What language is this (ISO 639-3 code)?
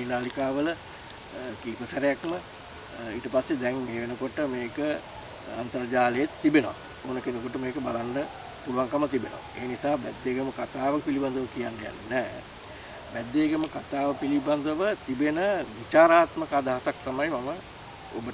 sin